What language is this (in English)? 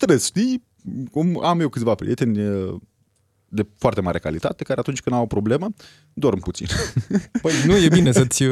Romanian